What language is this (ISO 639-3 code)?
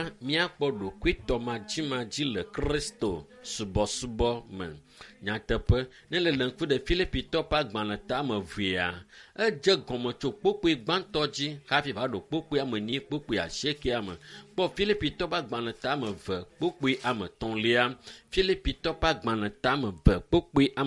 ewe